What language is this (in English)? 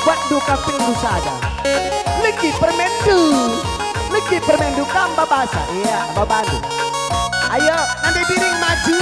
Batak Karo